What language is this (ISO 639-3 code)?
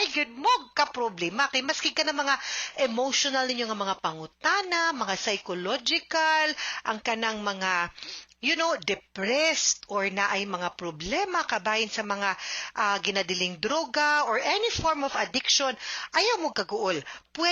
ceb